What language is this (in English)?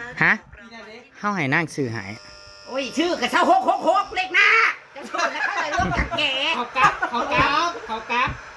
Northeastern Thai